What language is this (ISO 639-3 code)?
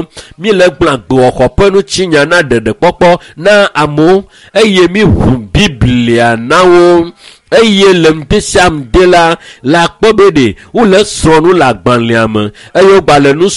ewe